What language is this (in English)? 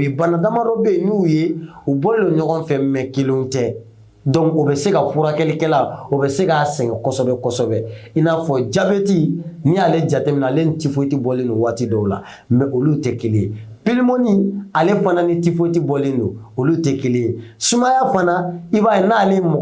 Bambara